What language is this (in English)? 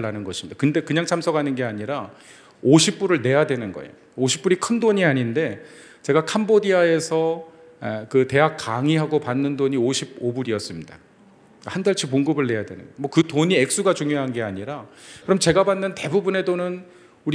Korean